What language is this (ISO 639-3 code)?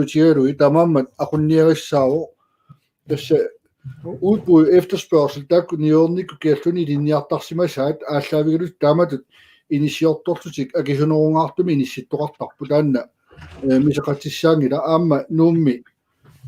kal